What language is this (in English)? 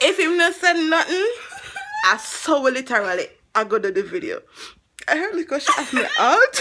Jamaican Creole English